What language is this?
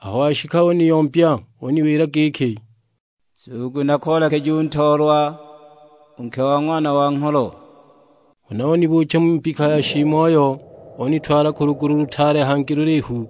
Sukuma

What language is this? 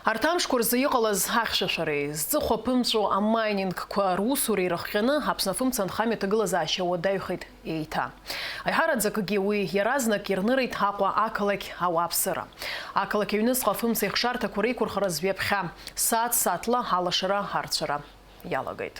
Abkhazian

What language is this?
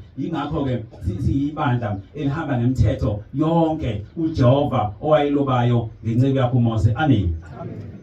Zulu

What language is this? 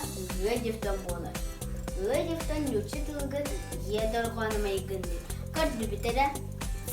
Yakut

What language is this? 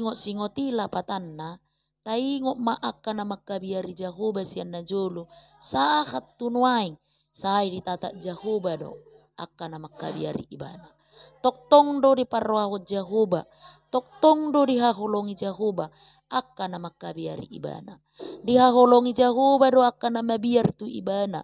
Batak Toba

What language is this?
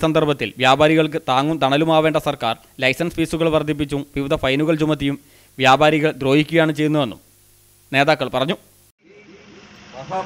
Malayalam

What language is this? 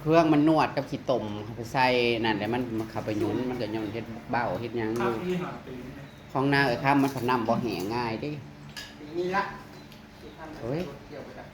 Northeastern Thai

